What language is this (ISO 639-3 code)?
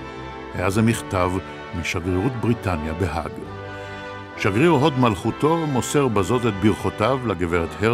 heb